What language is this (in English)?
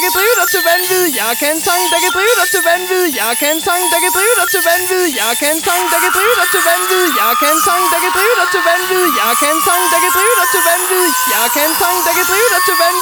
Danish